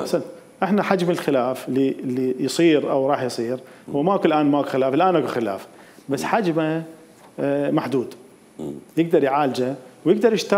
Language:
Mesopotamian Arabic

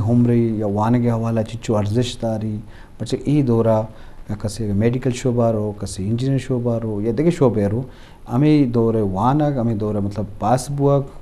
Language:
Eastern Balochi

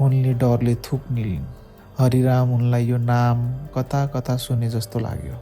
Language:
Nepali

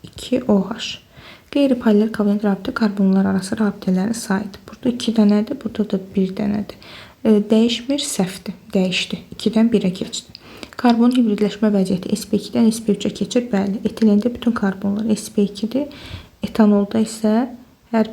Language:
Azerbaijani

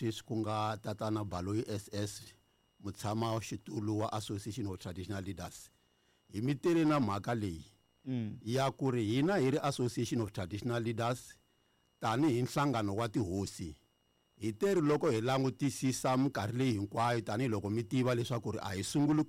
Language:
Tsonga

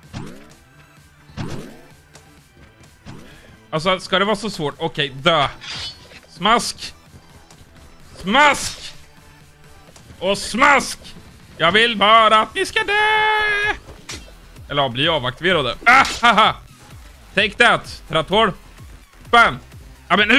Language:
Swedish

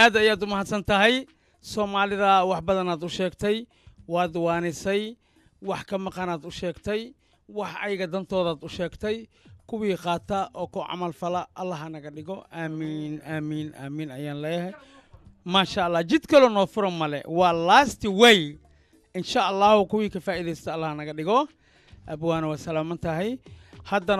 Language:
Somali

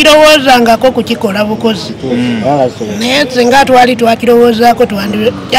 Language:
Ganda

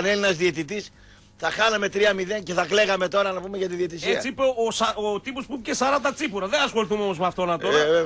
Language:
Greek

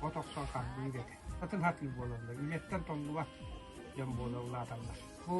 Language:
Yakut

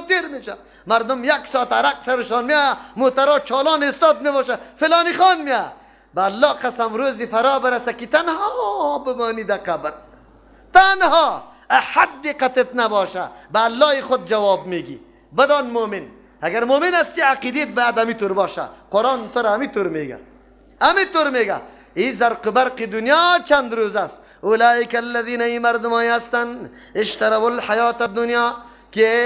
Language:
Persian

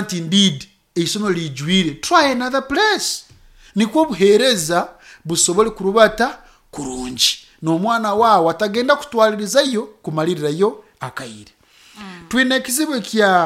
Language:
Nyoro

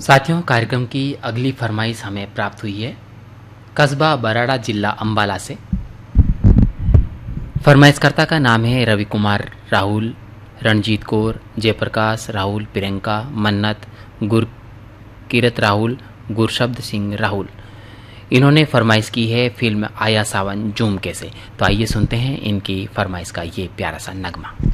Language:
Hindi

